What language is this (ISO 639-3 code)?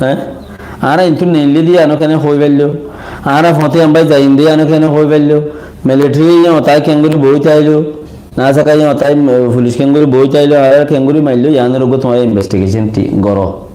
rhg